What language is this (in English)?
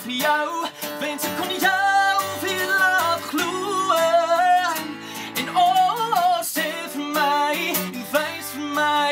Afrikaans